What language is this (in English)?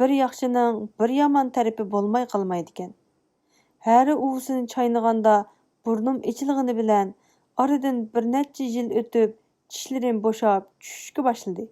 Uyghur